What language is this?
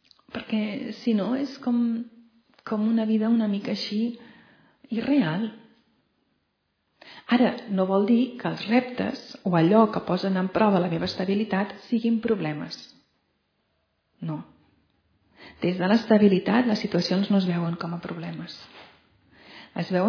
Catalan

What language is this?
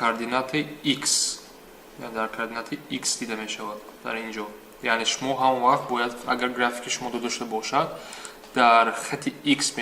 Tajik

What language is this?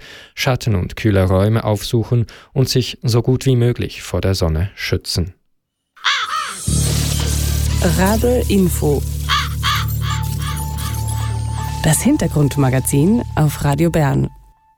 German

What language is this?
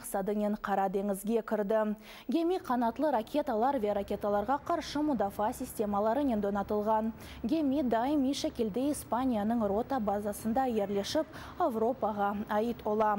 Crimean Tatar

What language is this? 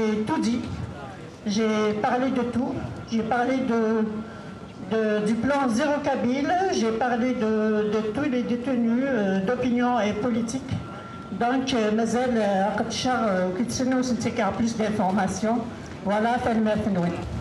Kabyle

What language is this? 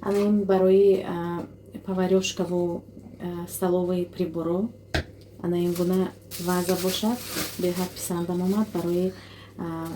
Tajik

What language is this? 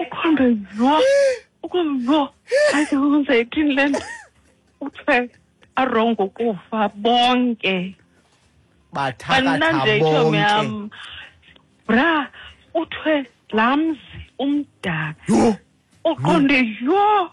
Xhosa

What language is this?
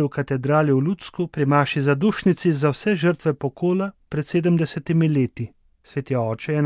Slovenian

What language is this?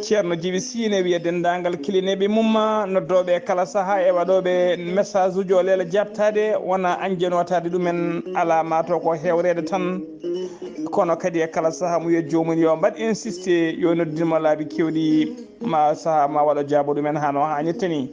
Fula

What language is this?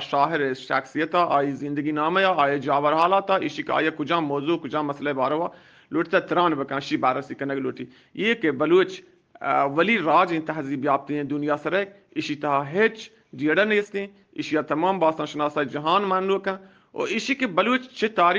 Eastern Balochi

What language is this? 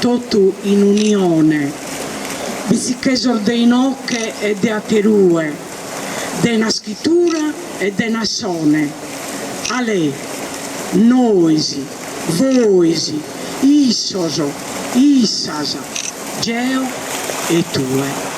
Sardinian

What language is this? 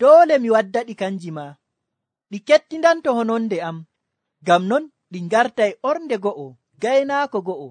Nigerian Fulfulde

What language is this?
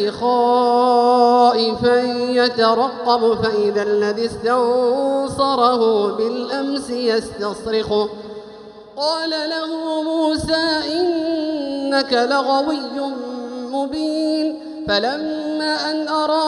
Arabic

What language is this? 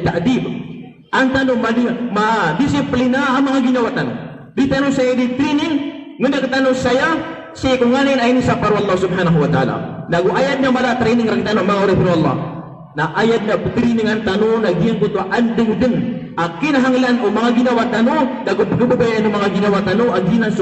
Maranao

